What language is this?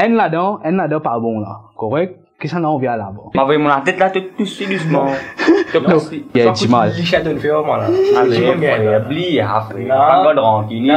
Morisyen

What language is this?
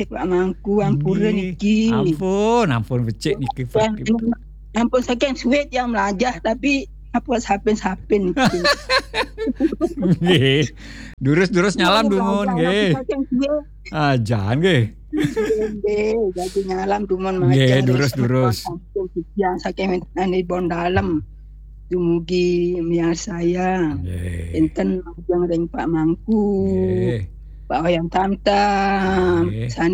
Balinese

